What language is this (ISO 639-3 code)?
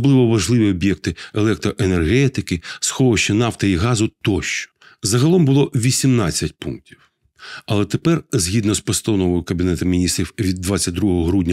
ukr